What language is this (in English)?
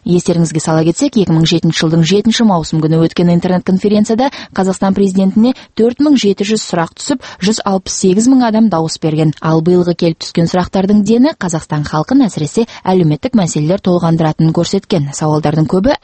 Kazakh